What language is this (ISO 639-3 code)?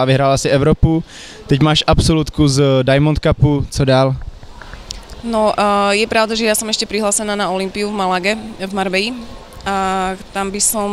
slk